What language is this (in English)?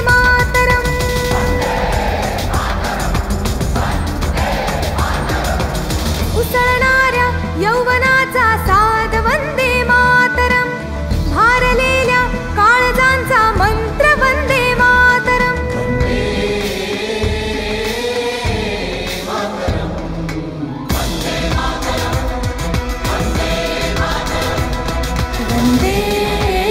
Marathi